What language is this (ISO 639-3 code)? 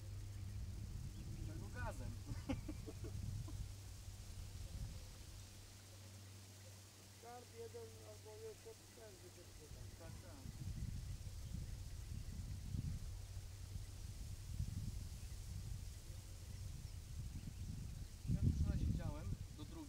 pol